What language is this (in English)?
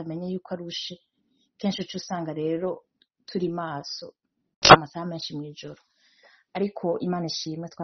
Rundi